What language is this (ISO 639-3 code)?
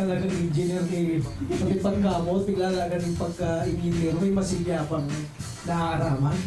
bik